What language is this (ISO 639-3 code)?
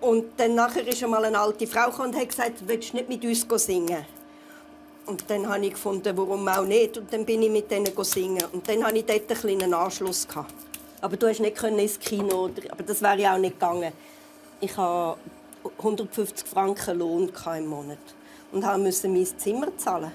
gsw